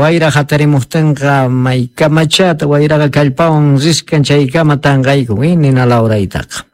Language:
Quechua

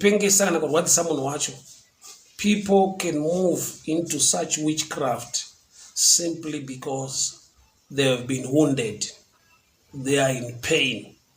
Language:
Shona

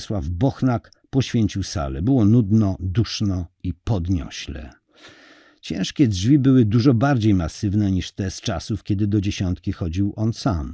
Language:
Polish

